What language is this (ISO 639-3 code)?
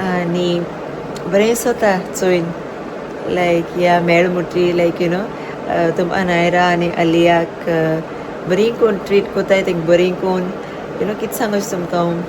kok